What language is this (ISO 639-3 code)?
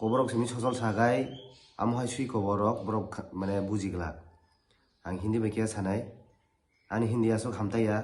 trp